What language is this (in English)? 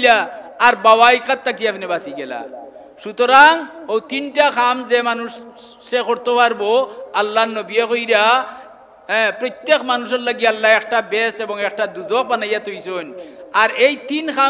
Sylheti